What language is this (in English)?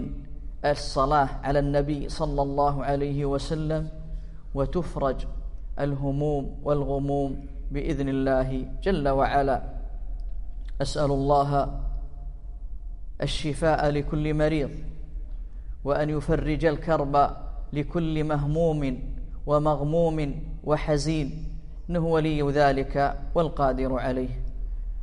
Arabic